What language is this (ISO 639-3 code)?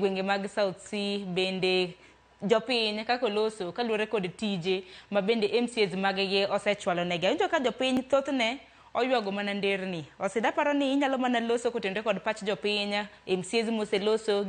luo